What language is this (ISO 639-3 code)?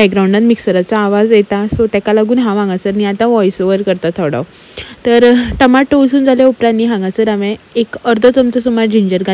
kok